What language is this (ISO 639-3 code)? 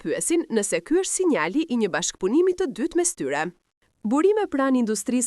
sqi